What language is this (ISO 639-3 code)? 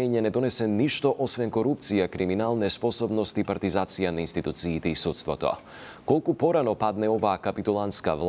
mkd